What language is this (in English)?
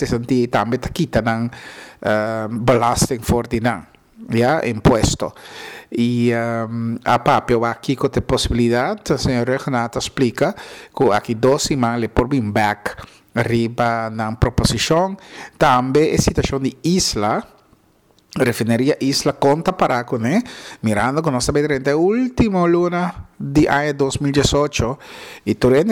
Papiamento